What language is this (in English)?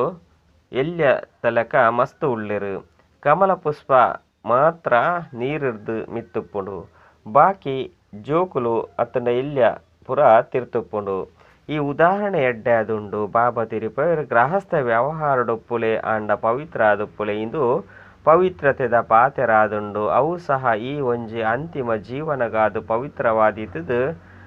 Tulu